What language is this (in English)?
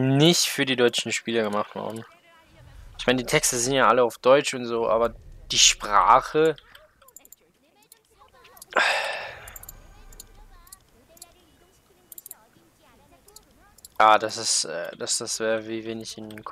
German